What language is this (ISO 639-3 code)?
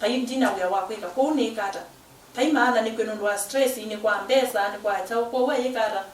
kam